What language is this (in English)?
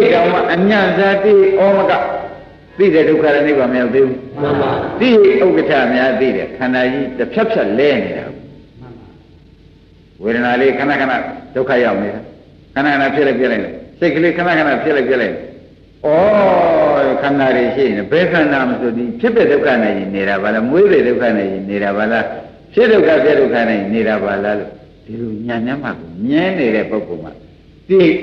Burmese